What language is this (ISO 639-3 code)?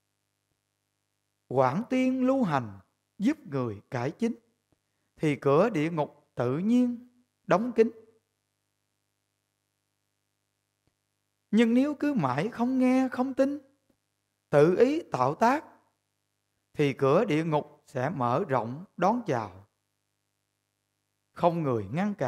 vie